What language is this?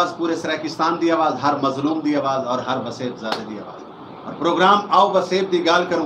Saraiki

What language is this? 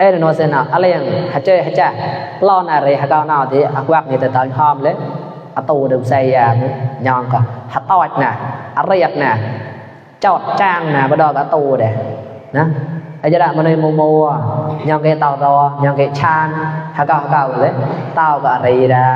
Mon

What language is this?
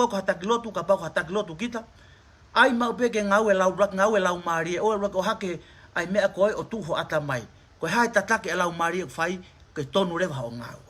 Tongan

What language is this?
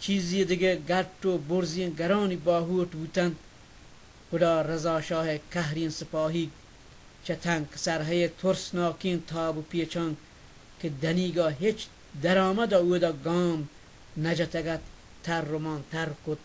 Baluchi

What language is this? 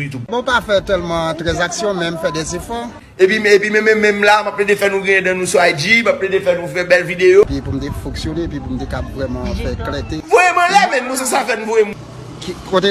Haitian Creole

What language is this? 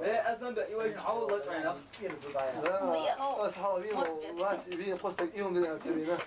Chechen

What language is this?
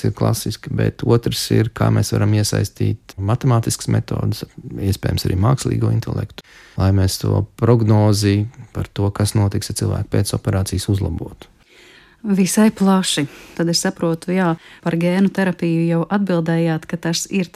Latvian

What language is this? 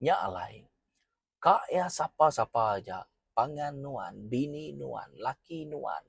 Iban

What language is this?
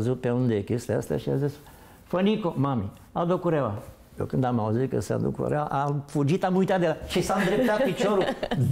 Romanian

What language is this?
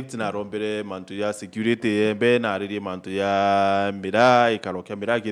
Meru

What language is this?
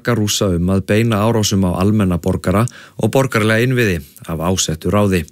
Icelandic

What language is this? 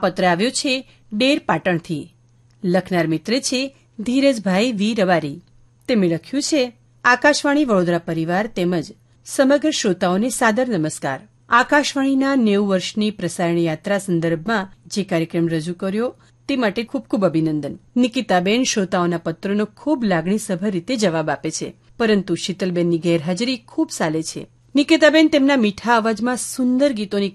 Gujarati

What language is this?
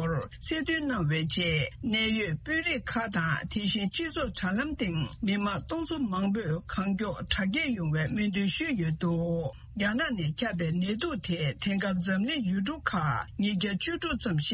Tibetan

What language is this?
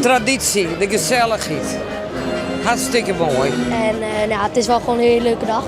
Western Frisian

